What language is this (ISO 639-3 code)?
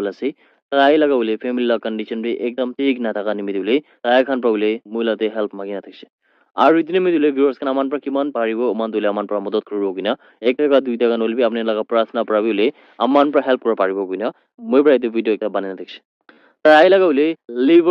nag